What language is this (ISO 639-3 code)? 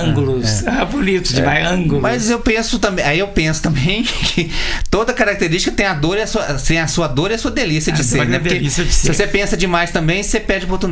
por